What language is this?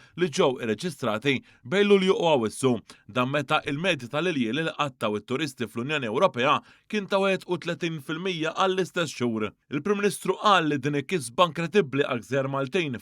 Maltese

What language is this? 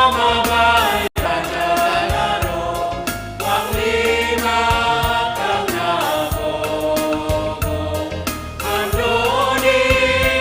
Batak Simalungun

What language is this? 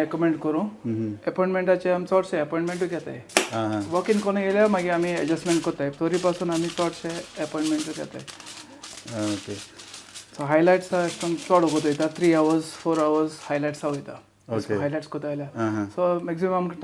Konkani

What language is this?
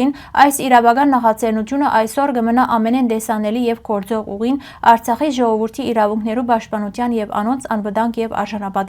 Western Armenian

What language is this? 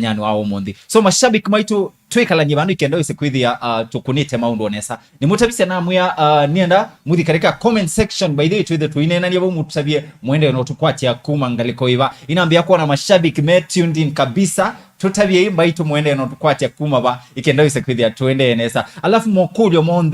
Kamba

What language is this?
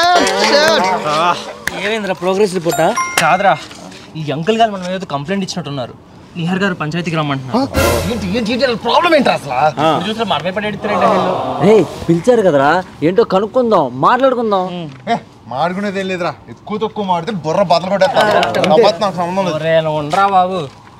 Telugu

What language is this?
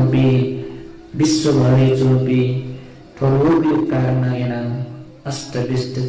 Newari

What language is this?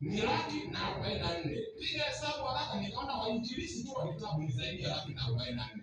Swahili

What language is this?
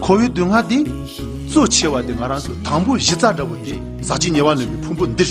Tibetan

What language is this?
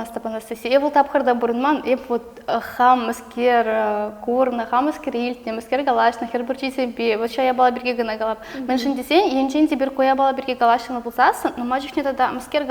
Chuvash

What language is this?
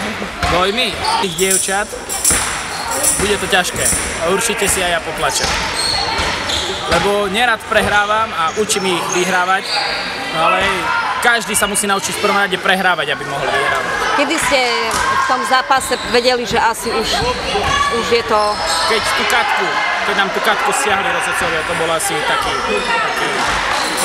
Slovak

